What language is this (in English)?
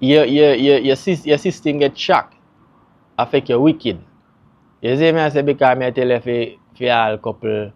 Jamaican Creole English